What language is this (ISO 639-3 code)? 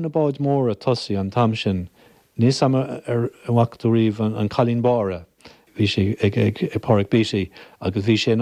gle